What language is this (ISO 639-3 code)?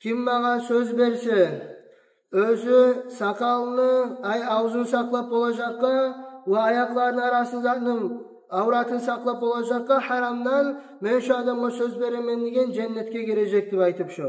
kum